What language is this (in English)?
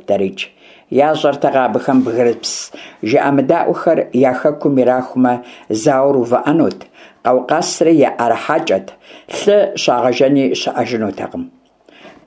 Kabardian